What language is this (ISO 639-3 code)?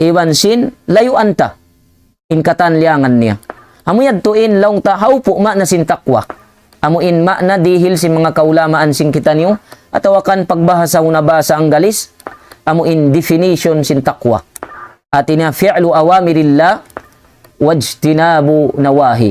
tsg